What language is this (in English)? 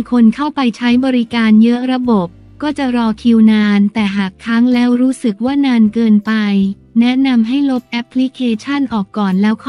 Thai